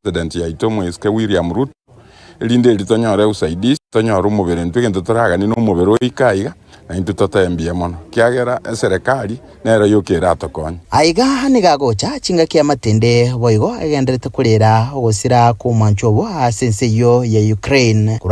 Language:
Gusii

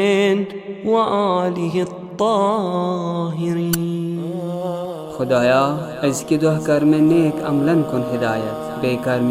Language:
Kashmiri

